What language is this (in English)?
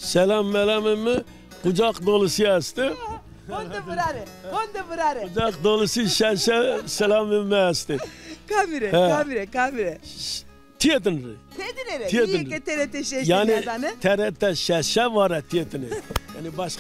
Zaza